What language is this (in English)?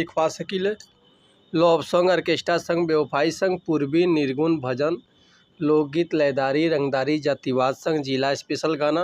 Bhojpuri